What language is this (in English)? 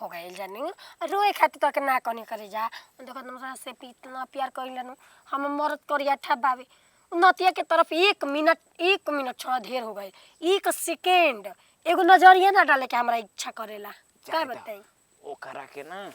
Bhojpuri